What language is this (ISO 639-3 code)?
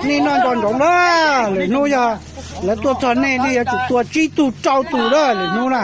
hmn